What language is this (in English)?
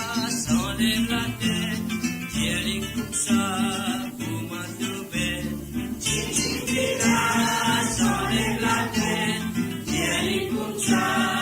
Morisyen